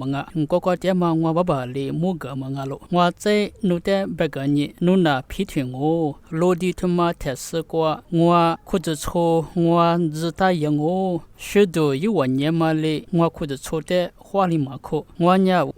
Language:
Lisu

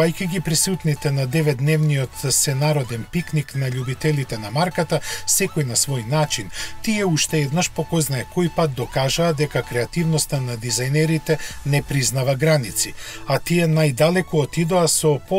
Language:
Macedonian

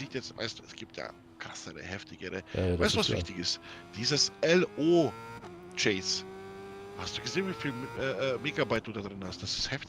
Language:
Bavarian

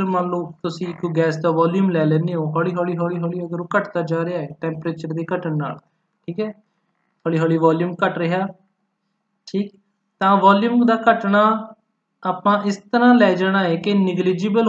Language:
Punjabi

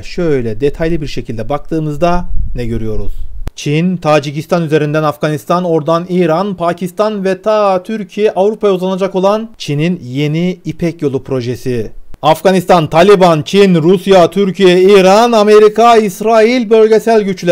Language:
Turkish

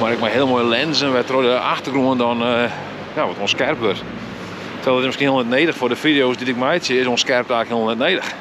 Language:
Western Frisian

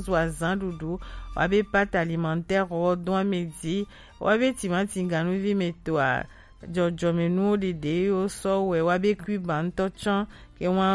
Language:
Gen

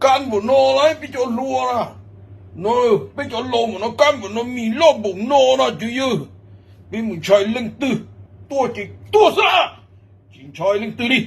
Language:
Hmong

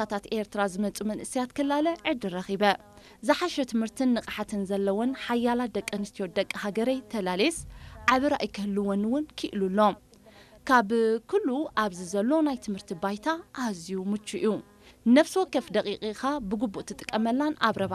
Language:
Tigrinya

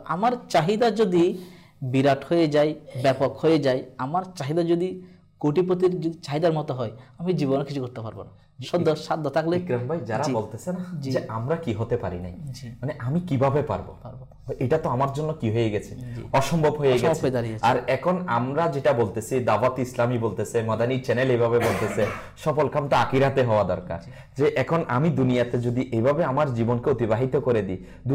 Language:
Bangla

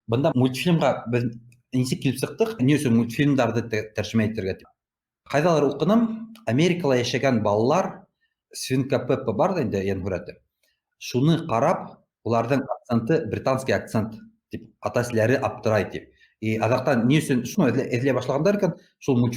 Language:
Bashkir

